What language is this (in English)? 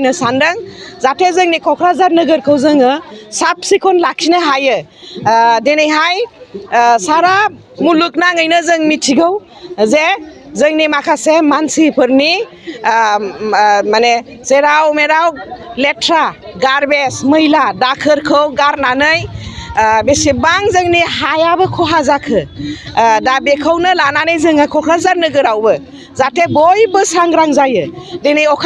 Bodo